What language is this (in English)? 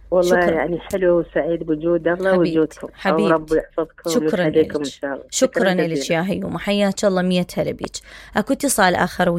Mesopotamian Arabic